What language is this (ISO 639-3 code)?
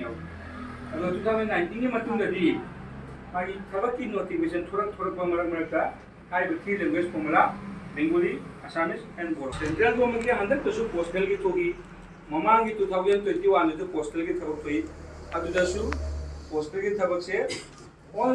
mni